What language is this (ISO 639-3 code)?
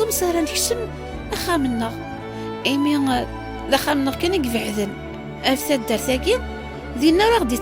kab